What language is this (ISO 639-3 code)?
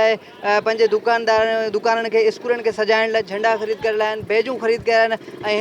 snd